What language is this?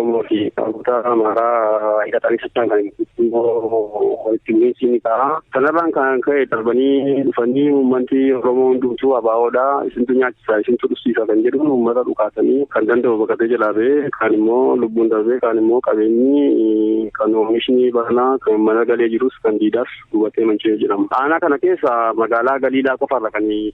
Oromo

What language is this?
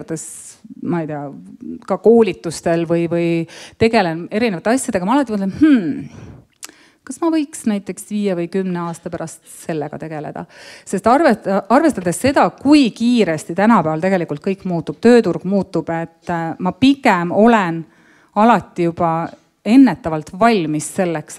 Estonian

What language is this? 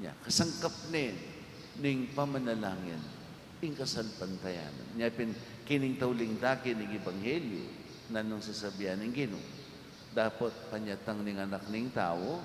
Pampanga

